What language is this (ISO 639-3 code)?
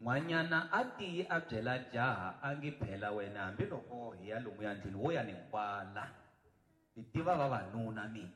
tso